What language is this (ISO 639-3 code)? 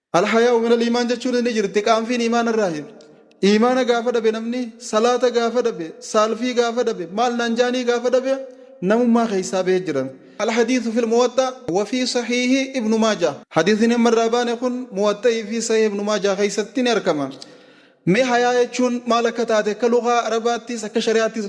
orm